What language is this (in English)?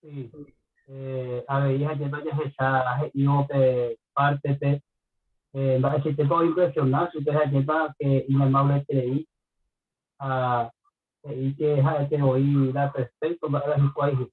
Guarani